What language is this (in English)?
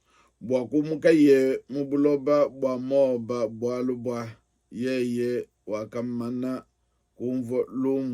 Luba-Lulua